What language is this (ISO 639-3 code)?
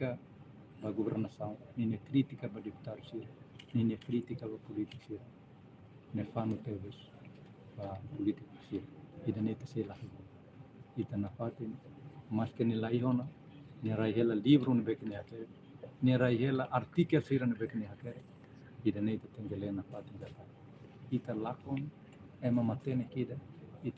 tet